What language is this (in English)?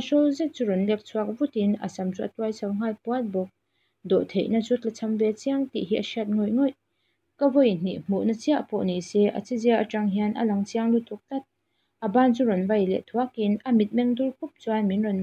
Mizo